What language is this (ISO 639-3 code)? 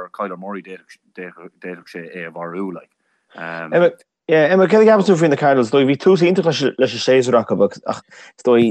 gle